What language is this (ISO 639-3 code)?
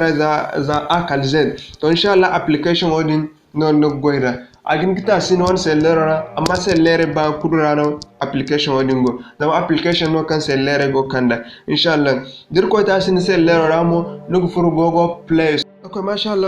dje